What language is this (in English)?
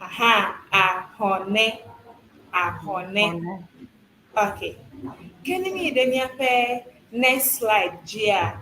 Ewe